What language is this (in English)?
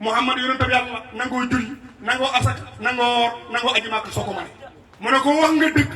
Wolof